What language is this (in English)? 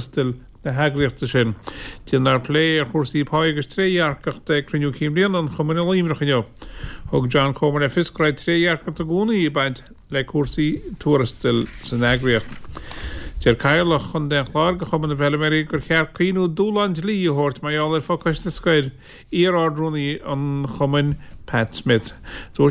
Irish